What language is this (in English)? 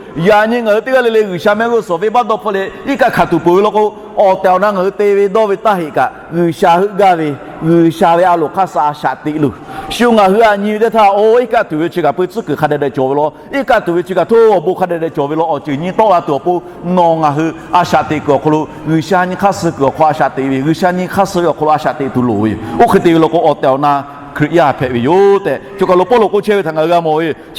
Lahu